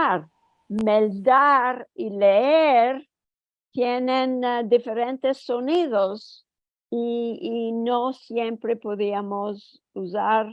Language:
Ladino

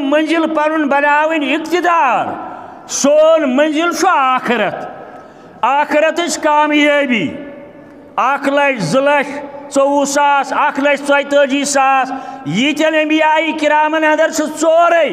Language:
Kashmiri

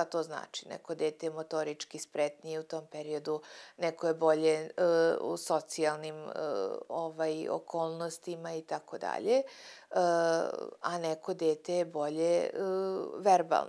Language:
Serbian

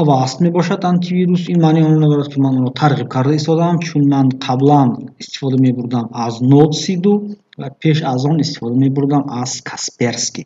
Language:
Tajik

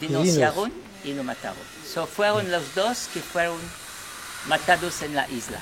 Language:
Ladino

